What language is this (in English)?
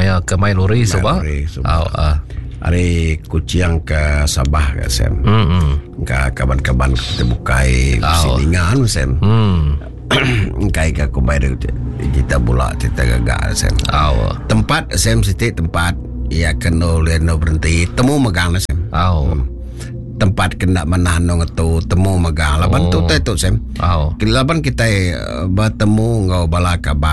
Iban